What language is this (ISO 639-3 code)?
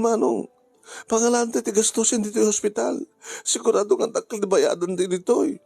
ilo